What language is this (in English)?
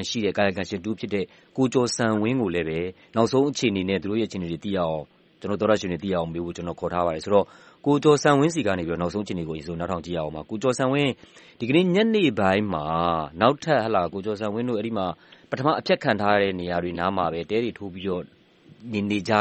Burmese